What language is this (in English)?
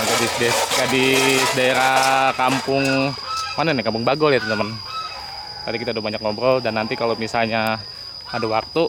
Betawi